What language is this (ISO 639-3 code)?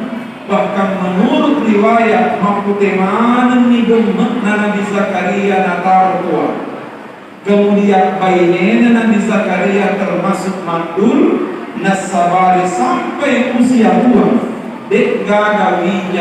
bug